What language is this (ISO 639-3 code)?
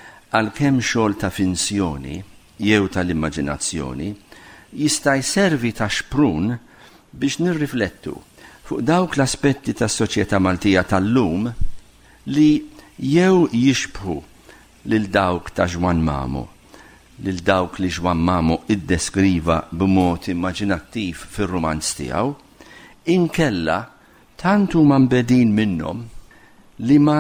mlt